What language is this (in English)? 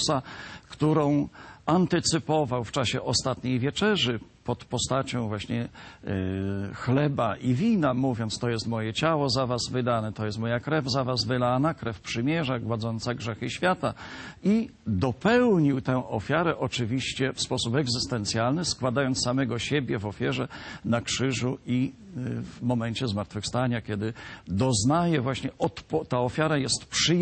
Polish